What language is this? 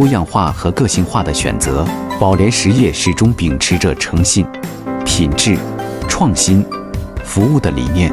Chinese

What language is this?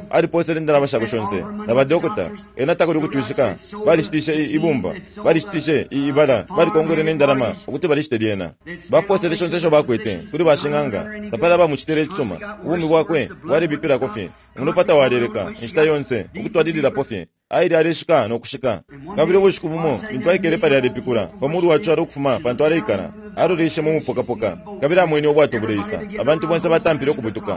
Bemba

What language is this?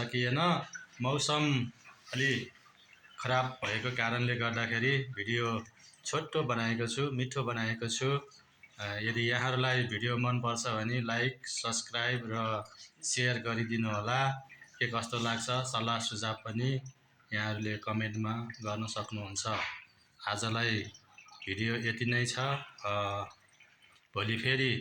Nepali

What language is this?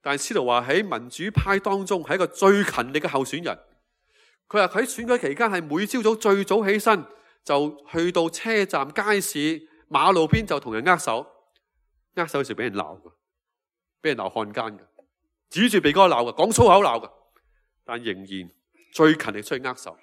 Cantonese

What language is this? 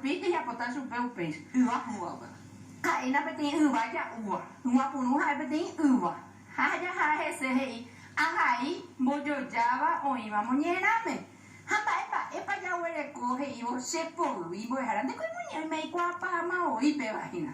Guarani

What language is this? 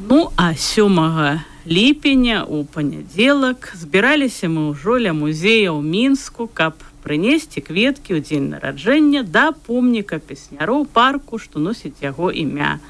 Belarusian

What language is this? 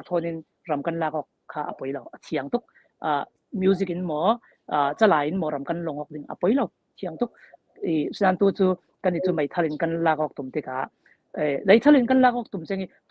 Falam Chin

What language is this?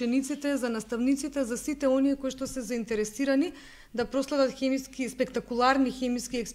Macedonian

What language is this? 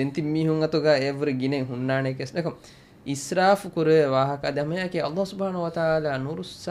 Divehi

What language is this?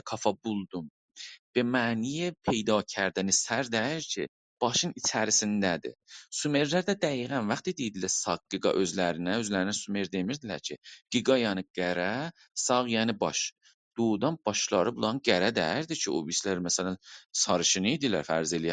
South Azerbaijani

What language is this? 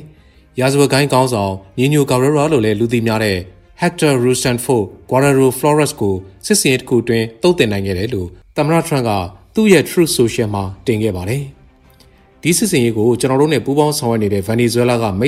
Burmese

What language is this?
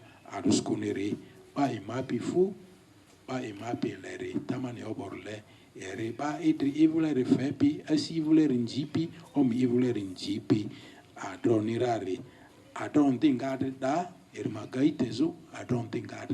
Lugbara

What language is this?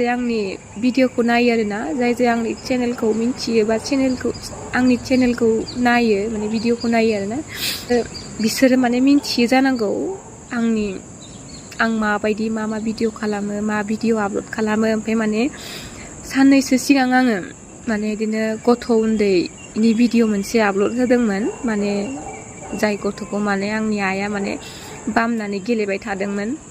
Bodo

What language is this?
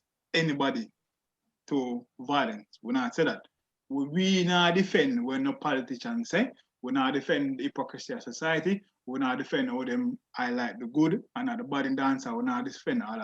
Jamaican Creole English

